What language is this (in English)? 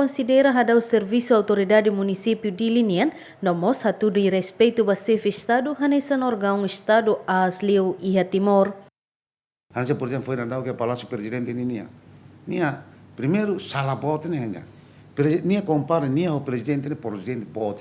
Tetum